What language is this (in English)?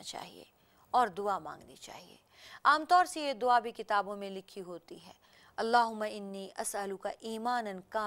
Urdu